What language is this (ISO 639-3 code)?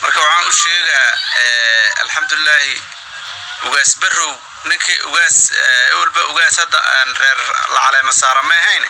som